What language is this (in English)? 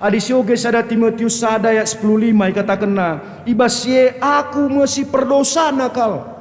Batak Karo